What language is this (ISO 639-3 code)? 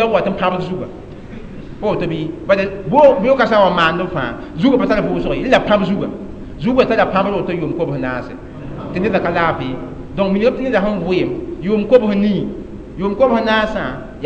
mos